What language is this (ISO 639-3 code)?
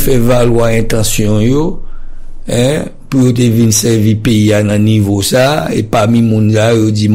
hat